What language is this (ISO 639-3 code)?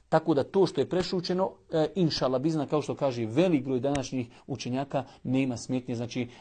bos